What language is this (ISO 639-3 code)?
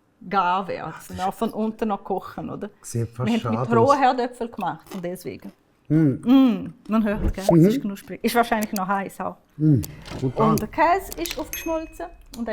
gsw